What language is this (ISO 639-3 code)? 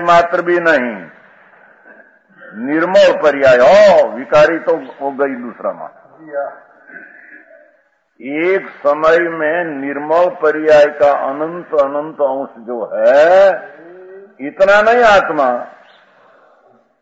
hin